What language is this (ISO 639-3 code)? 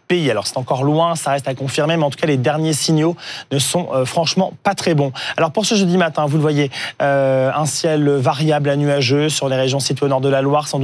fra